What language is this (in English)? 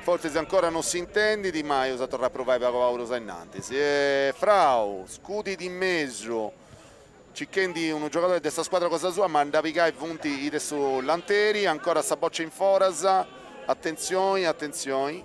Sardinian